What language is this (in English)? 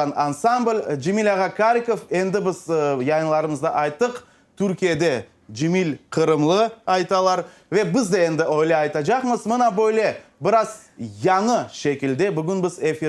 Crimean Tatar